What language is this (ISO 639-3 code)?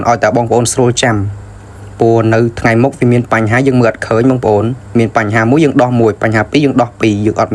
khm